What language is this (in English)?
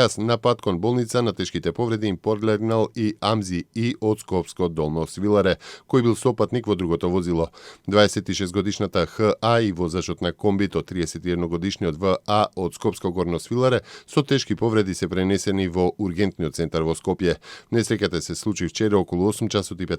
Macedonian